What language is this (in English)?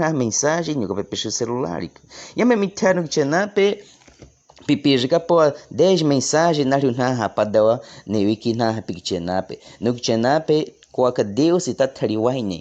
Baniwa